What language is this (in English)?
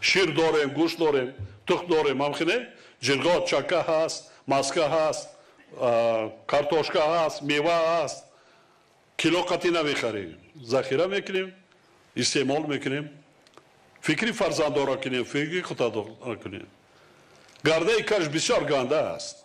Tajik